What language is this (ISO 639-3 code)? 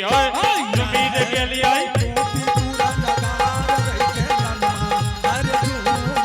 anp